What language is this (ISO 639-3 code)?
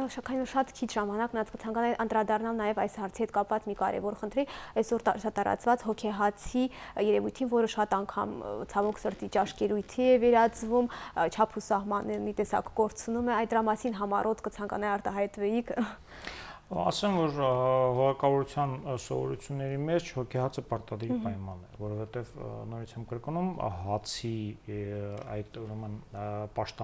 hye